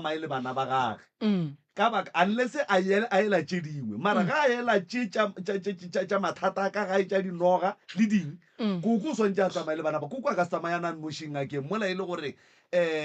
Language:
Northern Sotho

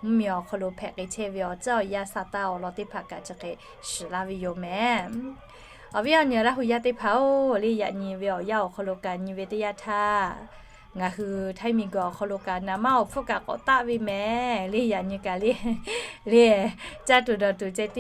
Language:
Lahu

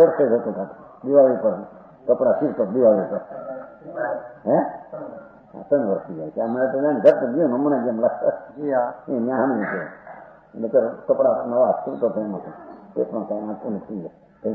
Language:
Gujarati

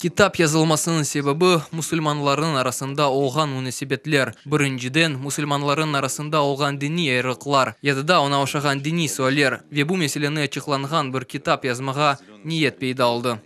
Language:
Crimean Tatar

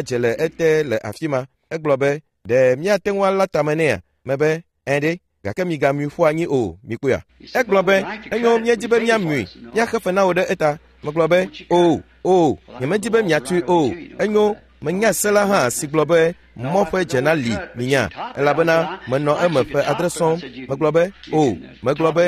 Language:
Ewe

